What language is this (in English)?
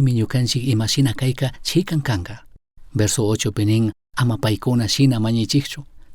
Chimborazo Highland Quichua